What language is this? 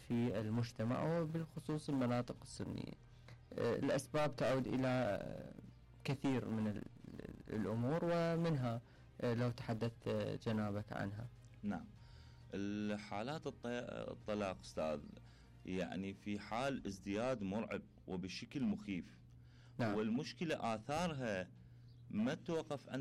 Mesopotamian Arabic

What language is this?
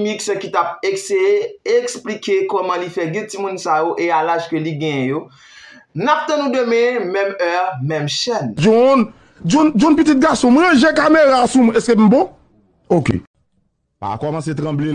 Haitian Creole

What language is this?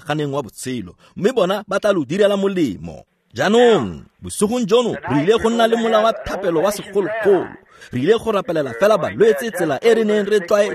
Tswana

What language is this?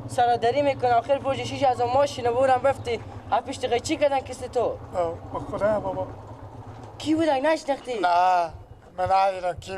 Persian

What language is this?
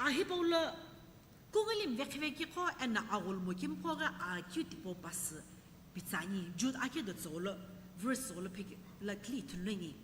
Sumi Naga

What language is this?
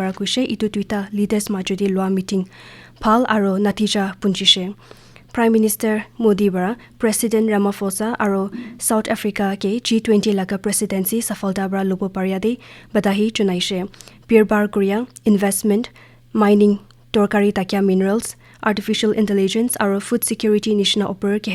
Naga Pidgin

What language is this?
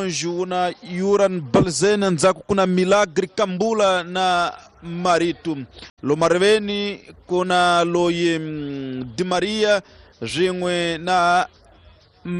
Tsonga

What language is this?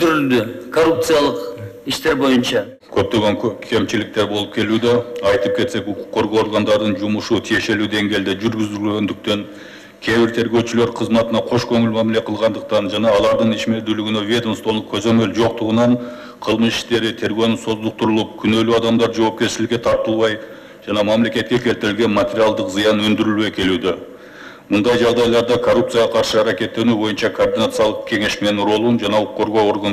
Kyrgyz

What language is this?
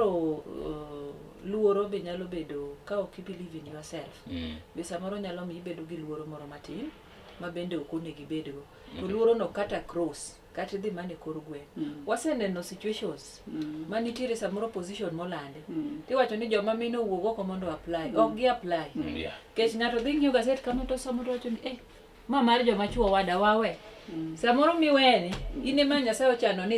Luo (Kenya and Tanzania)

